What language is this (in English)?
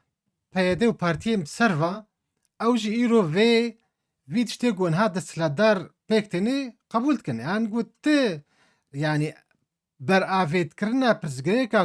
Kurdish